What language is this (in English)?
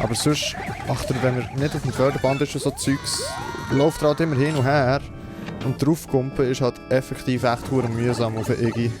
Swiss German